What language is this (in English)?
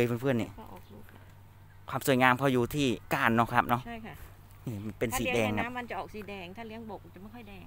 Thai